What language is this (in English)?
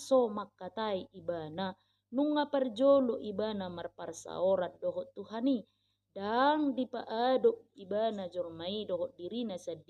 Batak Toba